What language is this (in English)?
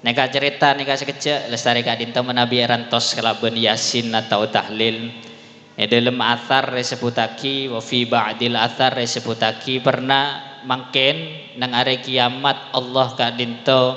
Madurese